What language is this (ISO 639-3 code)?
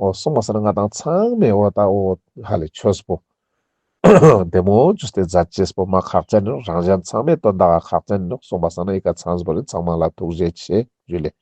lbj